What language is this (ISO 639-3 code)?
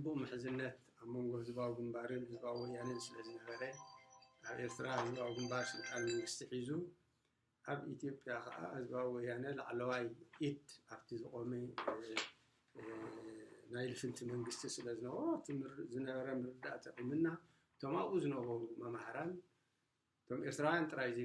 tir